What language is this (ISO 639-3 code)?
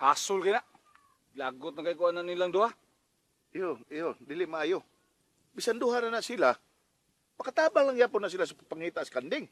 ceb